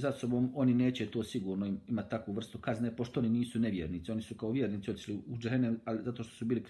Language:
Bosnian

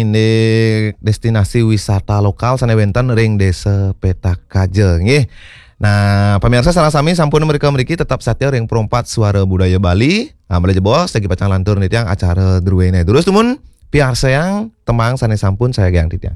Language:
Balinese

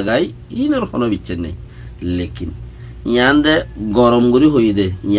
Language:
Rohingya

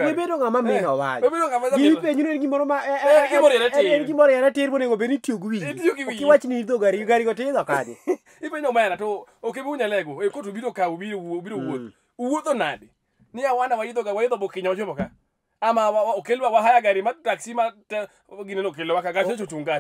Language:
Luo (Kenya and Tanzania)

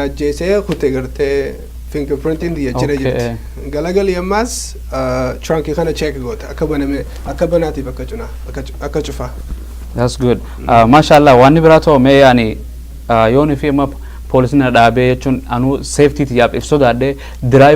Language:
Oromo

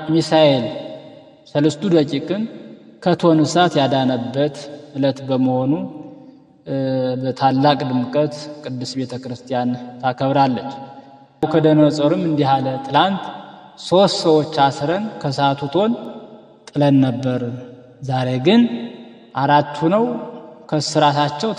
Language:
Amharic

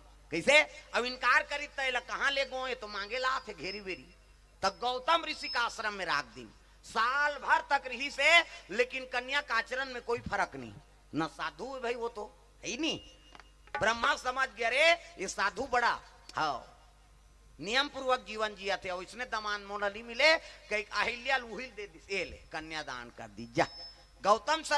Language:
Chhattisgarhi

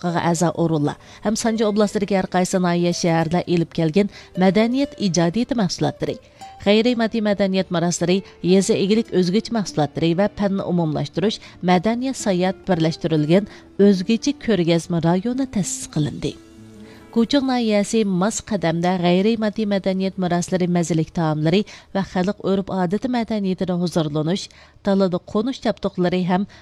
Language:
Uyghur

